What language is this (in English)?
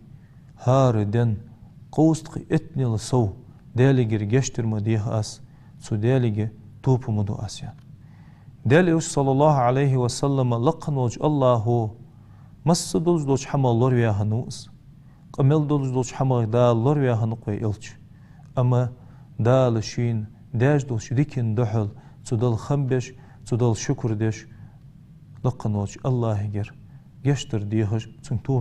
Ingush